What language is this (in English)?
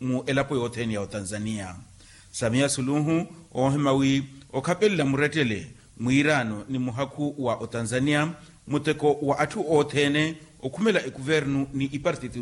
Makhuwa